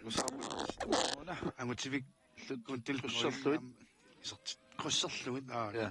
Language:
Kalaallisut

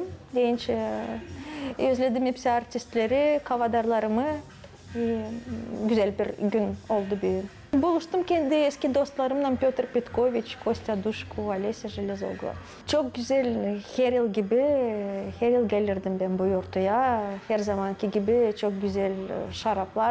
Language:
Gagauz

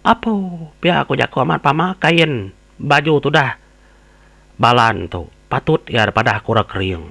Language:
Iban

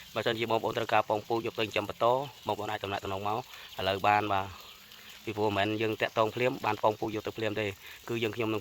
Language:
Khmer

